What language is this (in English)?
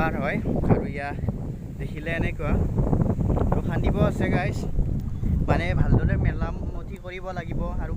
Assamese